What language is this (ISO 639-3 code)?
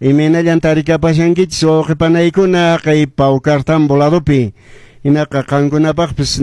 que